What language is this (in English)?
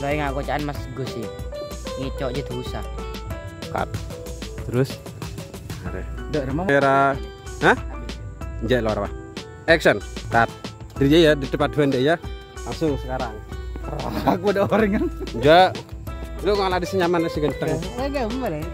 Madurese